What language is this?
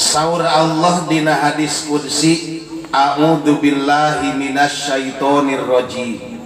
Sundanese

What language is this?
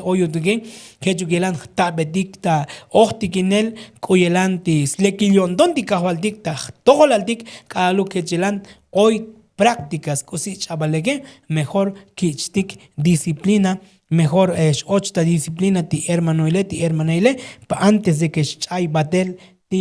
Tzotzil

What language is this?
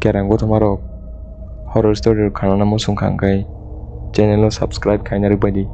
Kok Borok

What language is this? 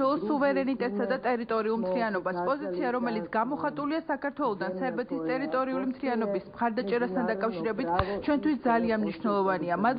Georgian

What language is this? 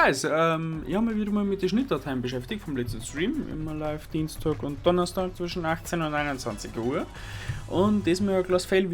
Bavarian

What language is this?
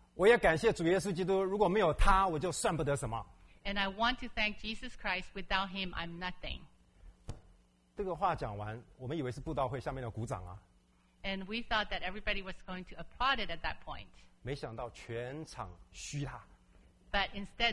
Chinese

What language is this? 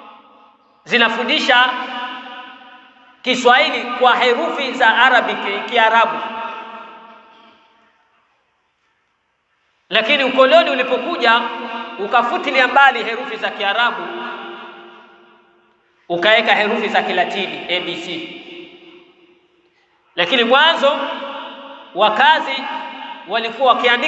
Swahili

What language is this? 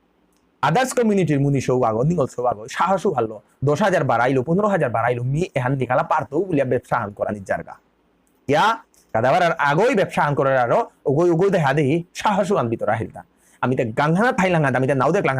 Bishnupriya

